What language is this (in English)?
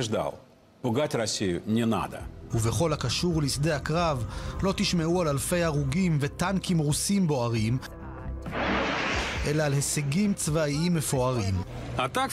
Hebrew